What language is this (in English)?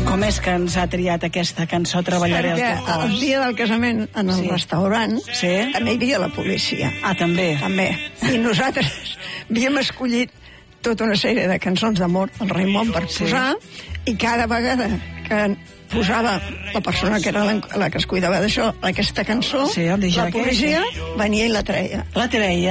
Catalan